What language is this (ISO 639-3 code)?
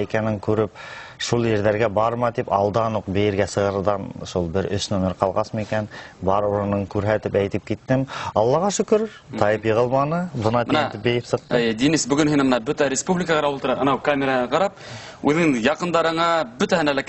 bak